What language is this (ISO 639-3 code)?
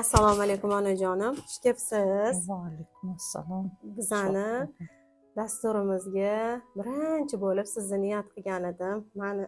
uzb